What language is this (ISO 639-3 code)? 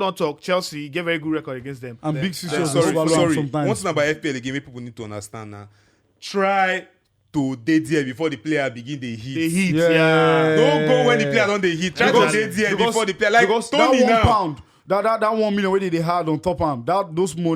pcm